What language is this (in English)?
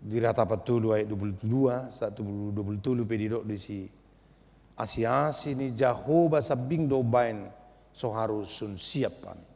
Batak Toba